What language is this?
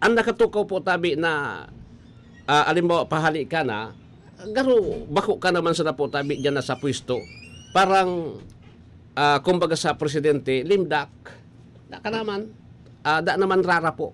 Bikol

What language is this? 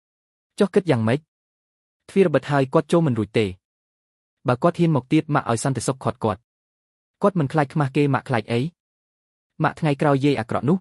Khmer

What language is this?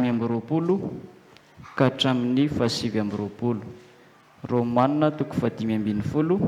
Malagasy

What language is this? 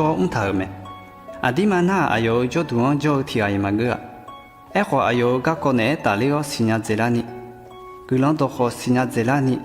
Akha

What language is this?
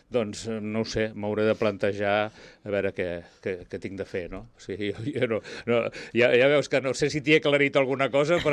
Catalan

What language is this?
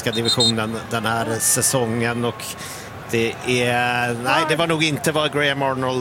Swedish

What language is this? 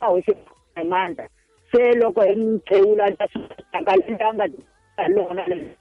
Tsonga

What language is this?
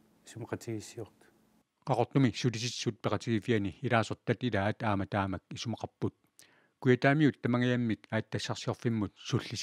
Kalaallisut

